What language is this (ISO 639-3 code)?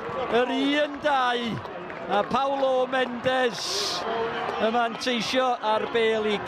cym